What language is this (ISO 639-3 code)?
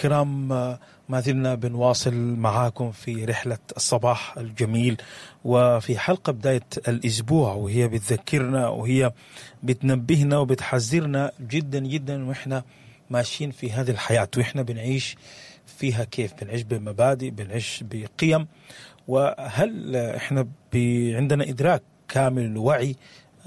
apd